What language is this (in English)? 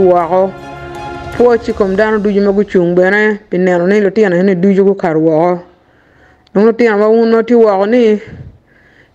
Acoli